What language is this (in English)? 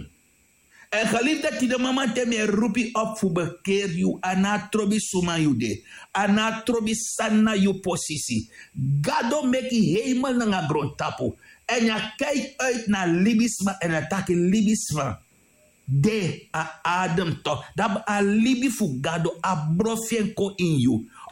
Sranan Tongo